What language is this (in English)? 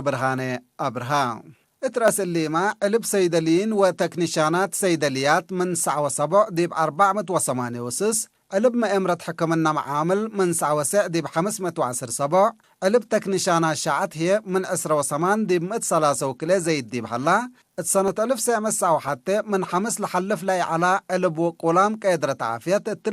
Tigre